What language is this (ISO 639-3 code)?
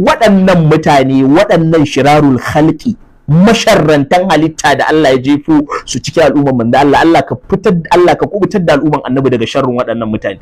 hau